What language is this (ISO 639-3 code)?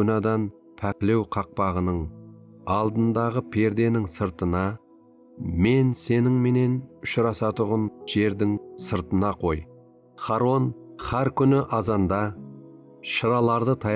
kaa